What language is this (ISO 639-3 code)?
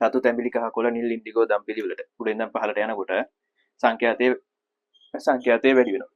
sin